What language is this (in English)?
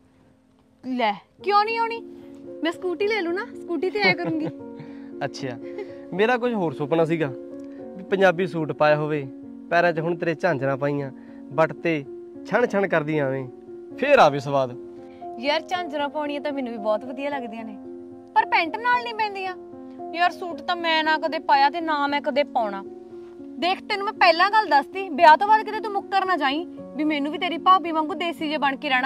Punjabi